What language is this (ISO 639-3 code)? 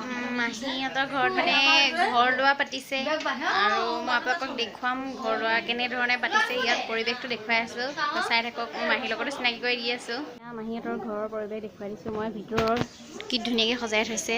asm